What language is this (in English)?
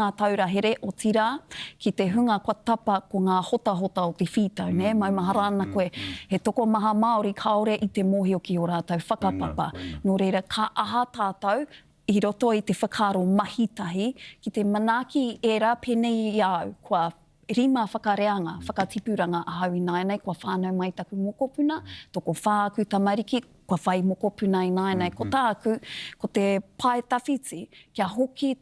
Māori